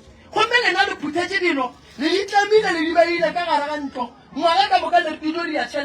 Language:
Northern Sotho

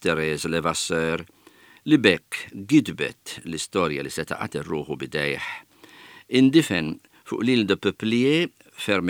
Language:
Maltese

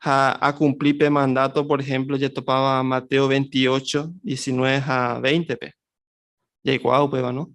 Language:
Guarani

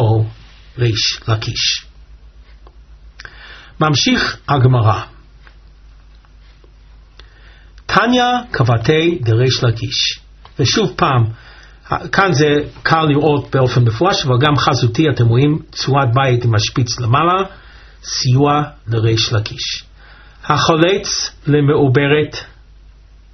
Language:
Hebrew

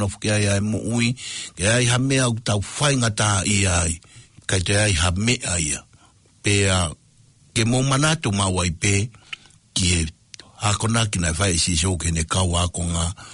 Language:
Tongan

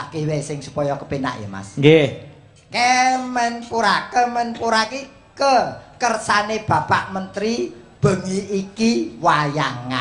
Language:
Javanese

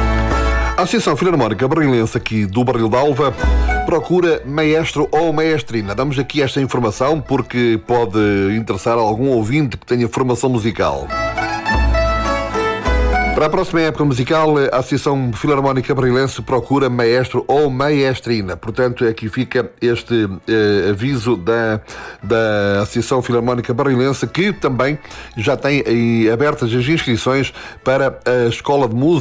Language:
Portuguese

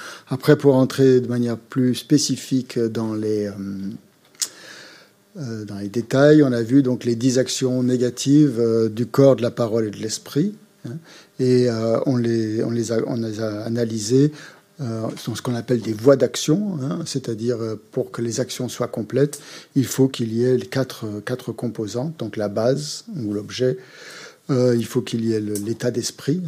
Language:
French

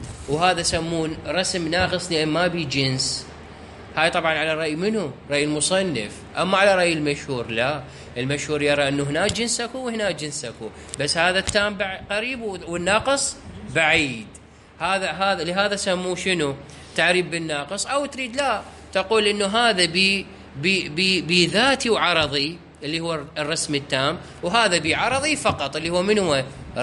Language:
Mesopotamian Arabic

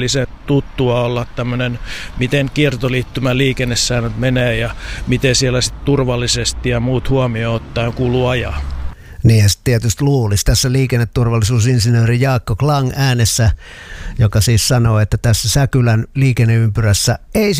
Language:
Finnish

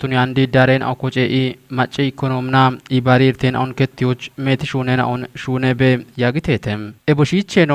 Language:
Kafa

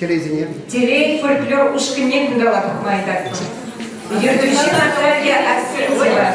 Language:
Chuvash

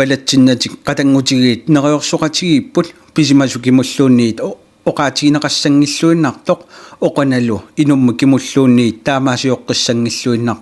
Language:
Kalaallisut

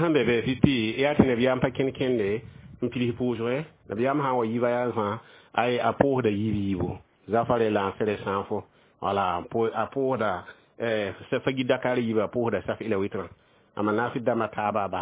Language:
Mossi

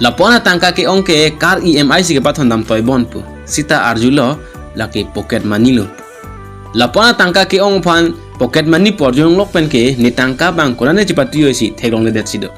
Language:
Karbi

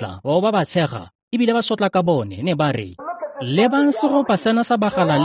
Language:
Tswana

